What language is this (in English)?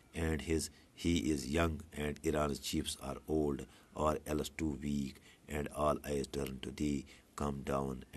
Kashmiri